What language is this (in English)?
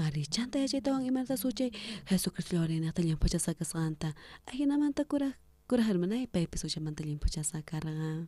South Bolivian Quechua